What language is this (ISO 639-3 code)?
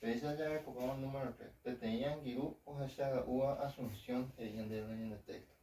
grn